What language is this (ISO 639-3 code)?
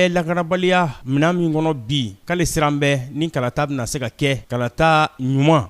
bam